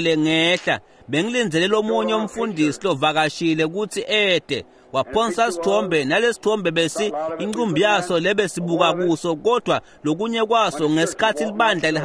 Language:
Swati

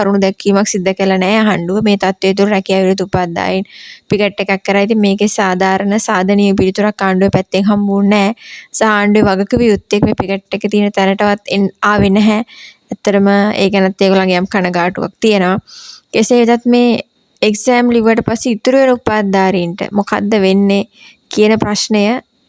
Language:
Sinhala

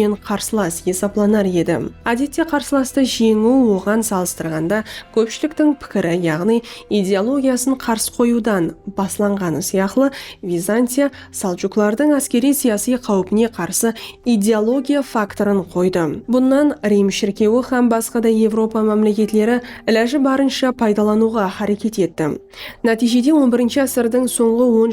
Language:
Kara-Kalpak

